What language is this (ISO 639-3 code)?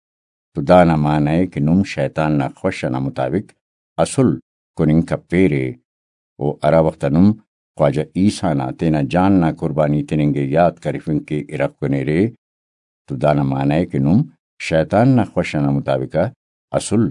brh